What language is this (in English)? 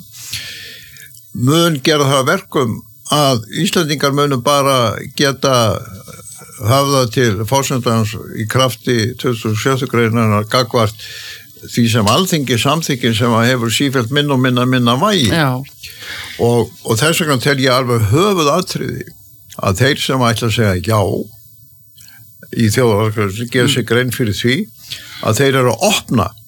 Icelandic